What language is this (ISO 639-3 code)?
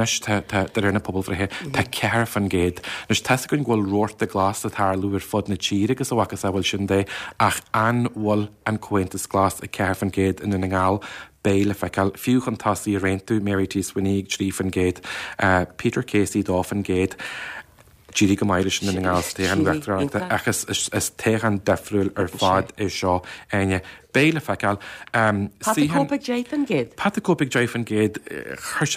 gle